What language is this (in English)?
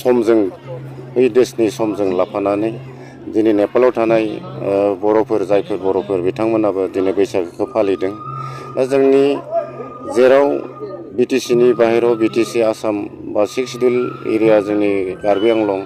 Bodo